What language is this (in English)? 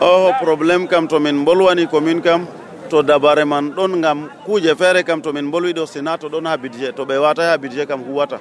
Nigerian Fulfulde